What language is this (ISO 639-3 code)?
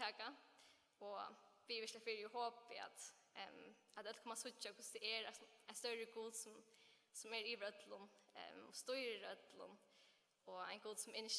fao